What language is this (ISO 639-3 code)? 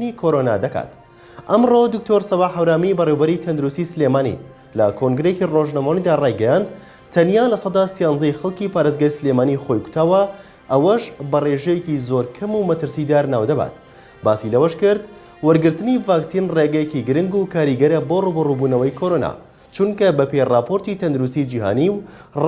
ckb